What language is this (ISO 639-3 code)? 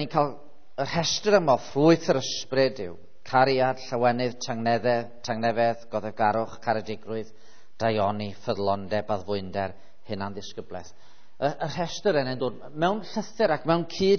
cym